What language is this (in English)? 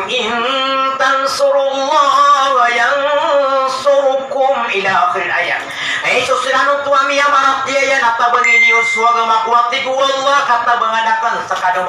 Maranao